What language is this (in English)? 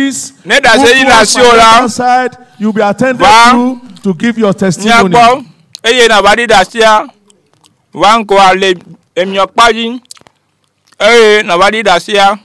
Ewe